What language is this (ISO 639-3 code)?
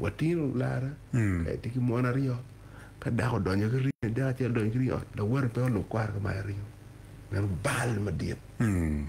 ach